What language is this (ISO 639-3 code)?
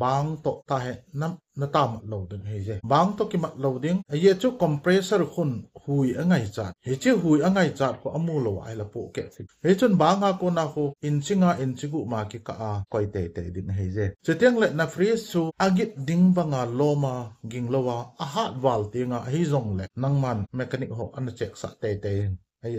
tcz